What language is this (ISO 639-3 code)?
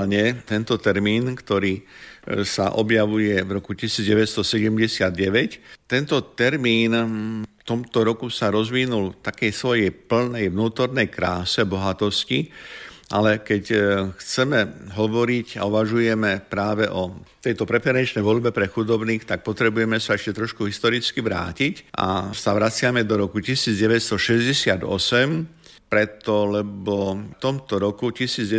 slk